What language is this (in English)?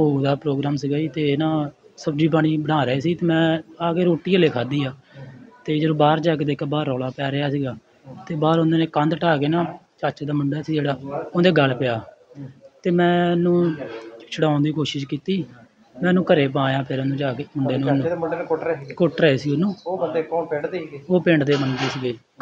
Punjabi